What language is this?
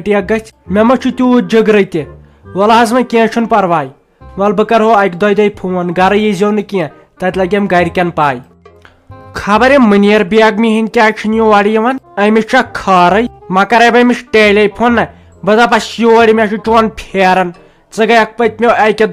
Kashmiri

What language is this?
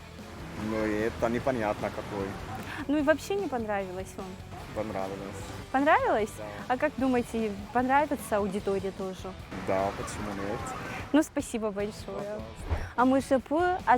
Abkhazian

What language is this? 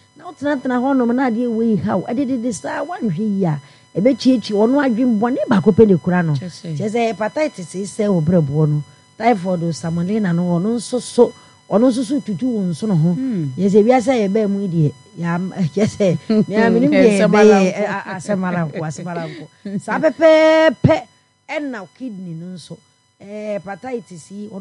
Akan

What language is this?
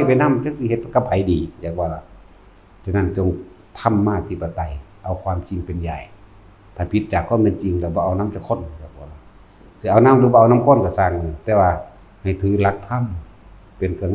Lao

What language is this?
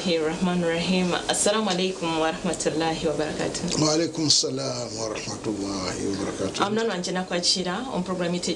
Nyankole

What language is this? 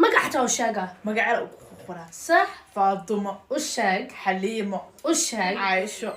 Somali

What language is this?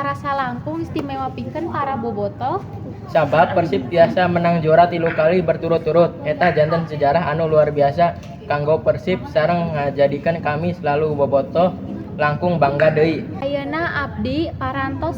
Sundanese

